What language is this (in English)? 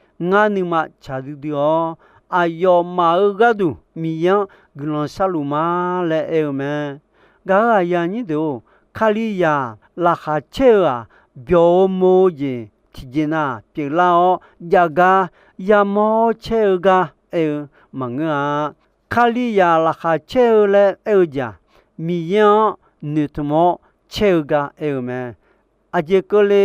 Akha